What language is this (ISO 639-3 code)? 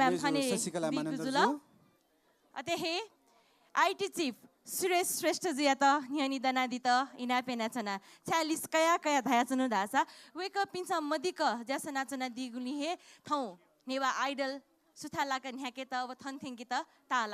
new